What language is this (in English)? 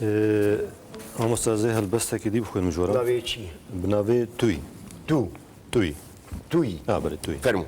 Kurdish